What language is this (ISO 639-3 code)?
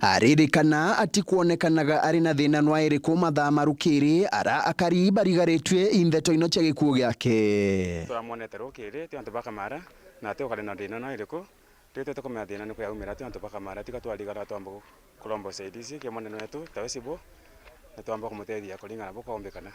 mer